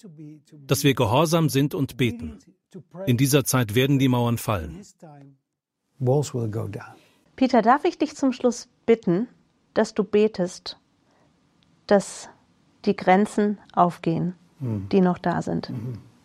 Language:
German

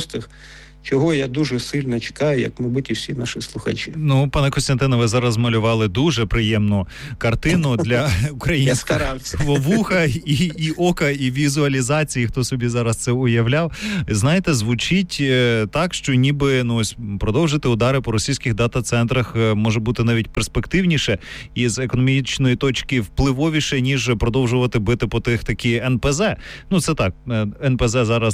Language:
Ukrainian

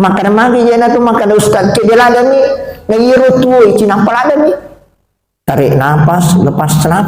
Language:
Buginese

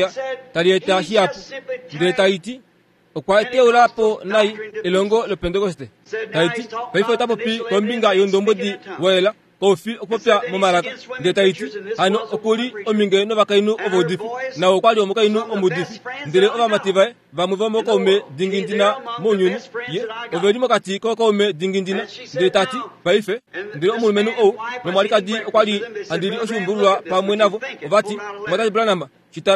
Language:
Kuanyama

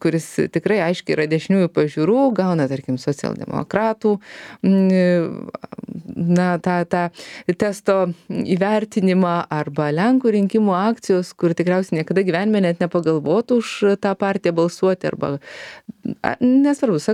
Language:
Lithuanian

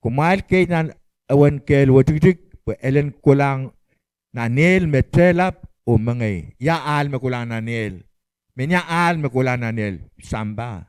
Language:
Pohnpeian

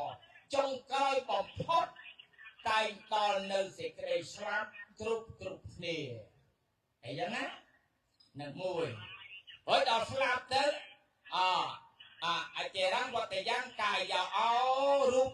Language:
Khmer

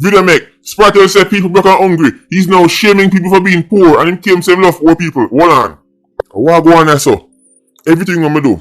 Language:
Jamaican Creole English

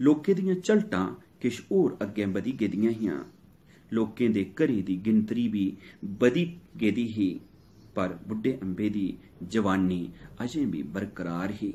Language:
Dogri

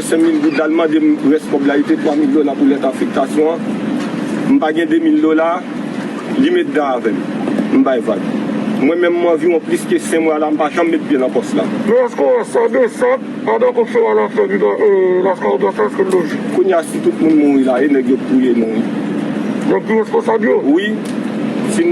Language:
Haitian Creole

